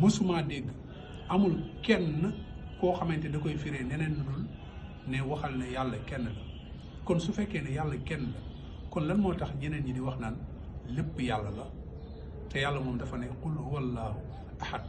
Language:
Wolof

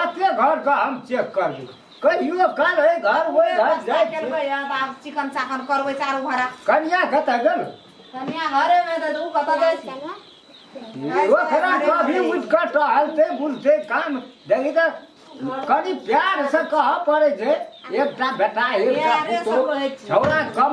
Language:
Maithili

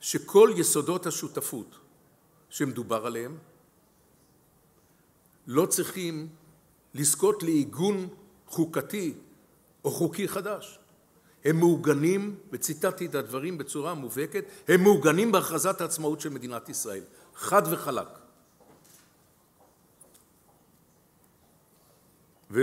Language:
Hebrew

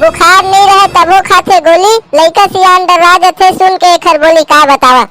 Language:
Chhattisgarhi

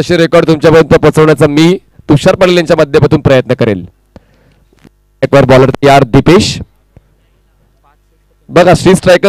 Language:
Marathi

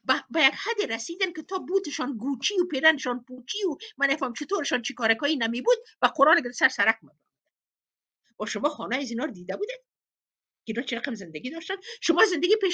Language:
Persian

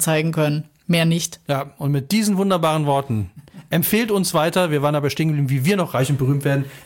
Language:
German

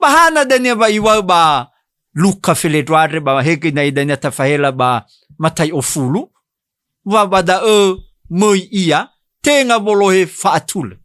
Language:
Nias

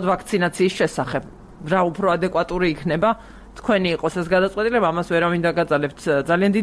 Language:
Georgian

